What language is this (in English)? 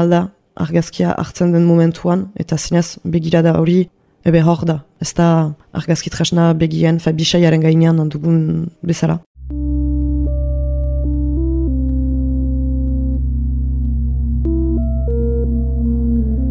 Basque